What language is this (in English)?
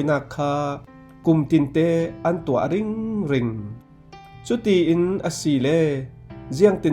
Falam Chin